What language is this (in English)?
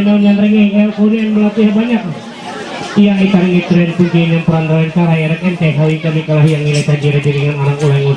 Ma'anyan